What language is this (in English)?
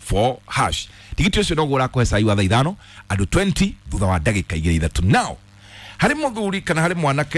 Kikuyu